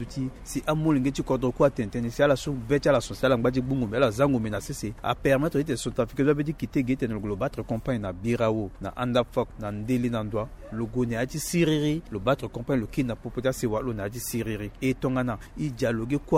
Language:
Sango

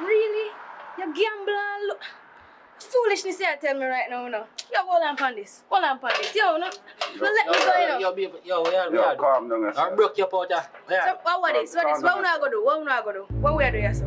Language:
Jamaican Creole English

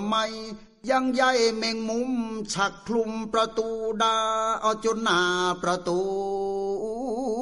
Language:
Thai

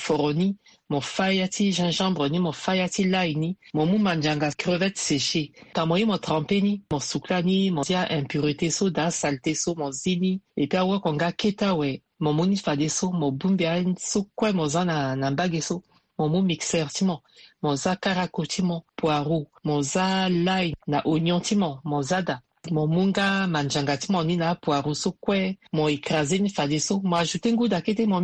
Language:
Sango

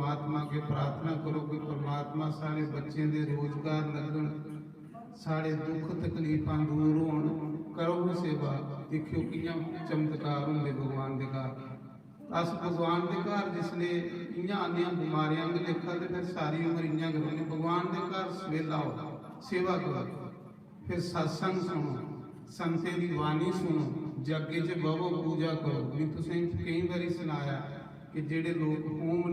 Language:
Dogri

